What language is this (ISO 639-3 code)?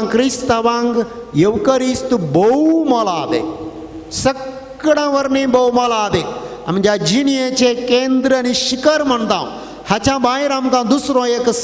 kok